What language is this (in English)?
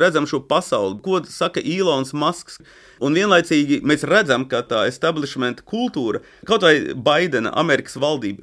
Latvian